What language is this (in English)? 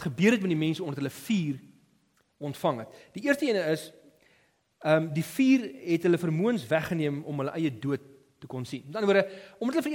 Afrikaans